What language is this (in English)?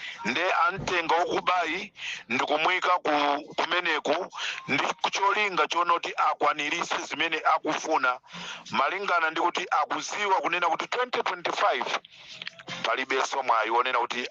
Nyanja